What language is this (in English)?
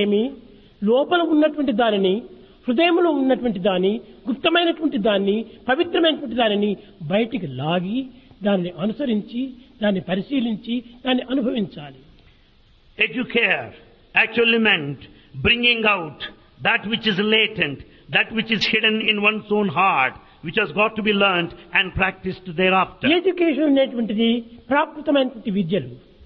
Telugu